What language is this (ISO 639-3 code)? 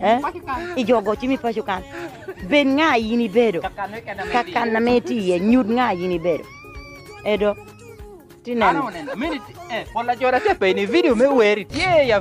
laj